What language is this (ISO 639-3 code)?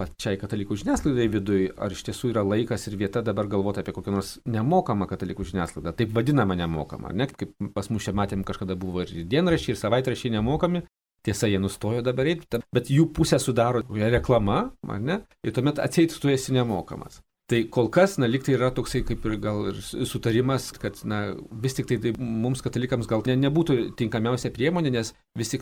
lit